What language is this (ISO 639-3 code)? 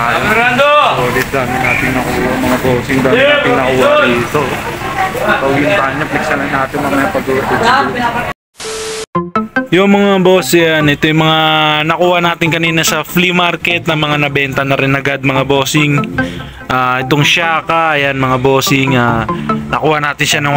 fil